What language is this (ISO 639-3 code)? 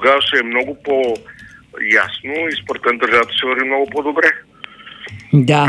bul